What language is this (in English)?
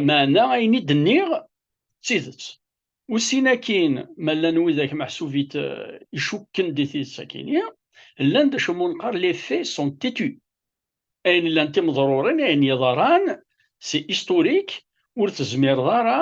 Kabyle